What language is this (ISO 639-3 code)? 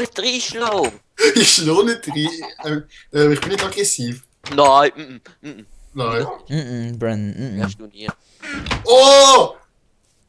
gsw